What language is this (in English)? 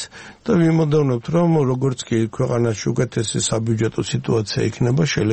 Georgian